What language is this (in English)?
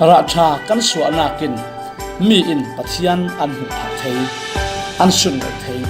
Falam Chin